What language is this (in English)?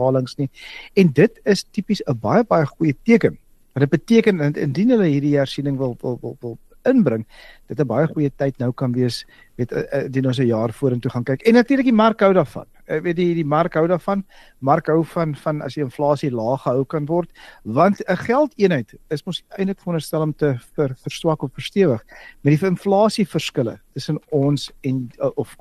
Afrikaans